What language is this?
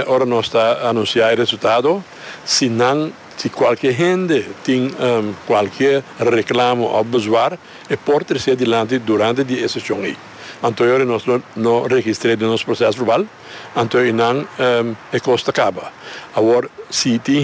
Papiamento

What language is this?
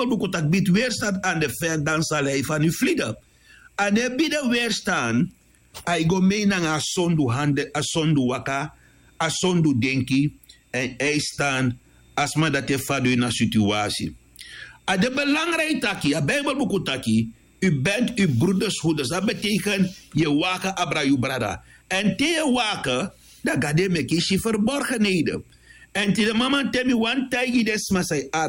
Sranan Tongo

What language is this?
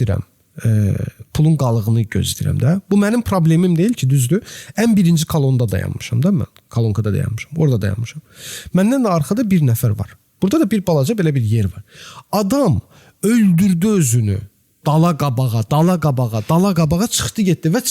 Azerbaijani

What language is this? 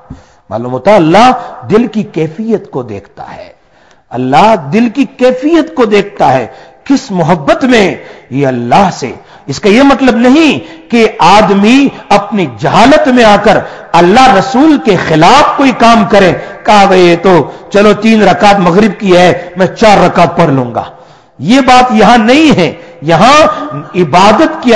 Urdu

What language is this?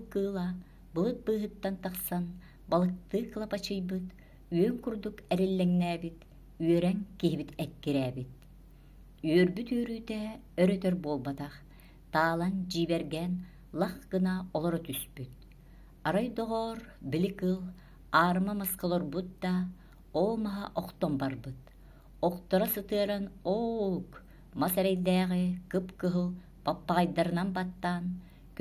Yakut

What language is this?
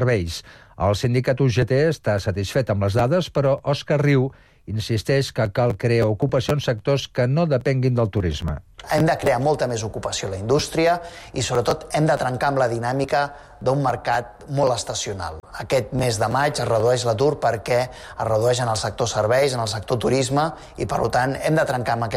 Catalan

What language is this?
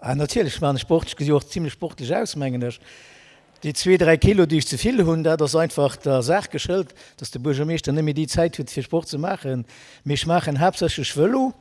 Luxembourgish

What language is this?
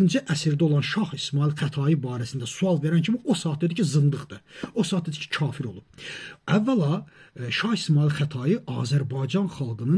Azerbaijani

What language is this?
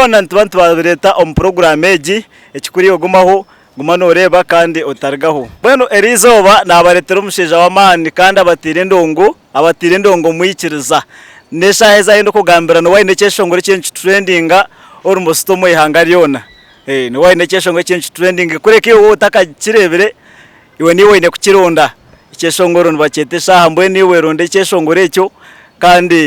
Nyankole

